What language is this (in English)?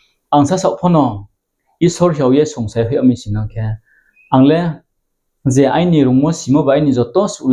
Riang (India)